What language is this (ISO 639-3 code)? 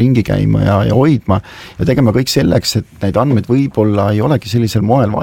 est